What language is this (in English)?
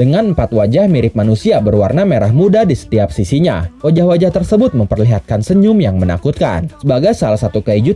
Indonesian